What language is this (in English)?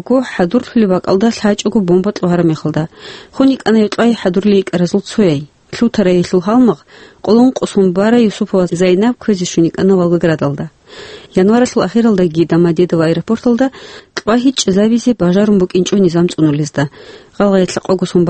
Avaric